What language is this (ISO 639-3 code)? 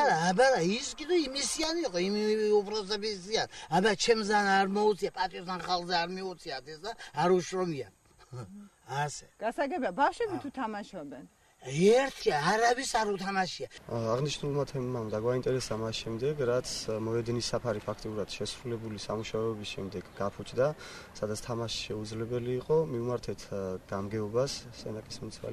kat